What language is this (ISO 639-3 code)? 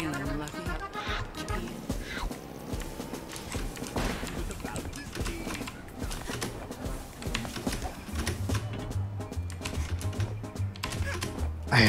deu